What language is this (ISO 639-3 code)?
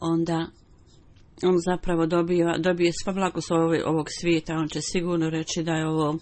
bos